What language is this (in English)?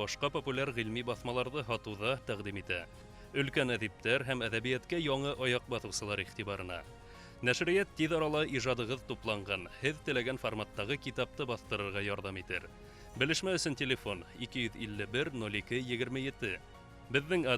Bashkir